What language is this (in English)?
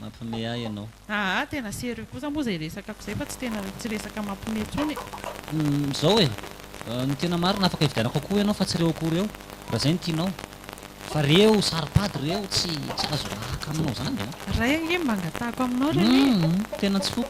Malagasy